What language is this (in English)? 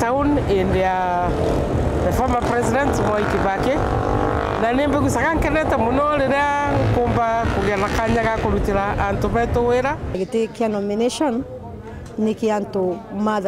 Meru